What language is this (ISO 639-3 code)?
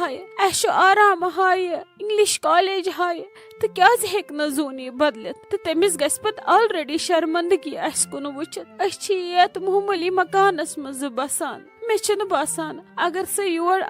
kas